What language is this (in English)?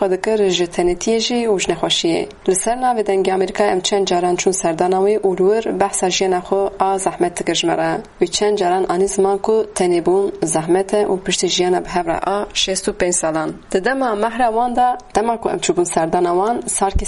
Kurdish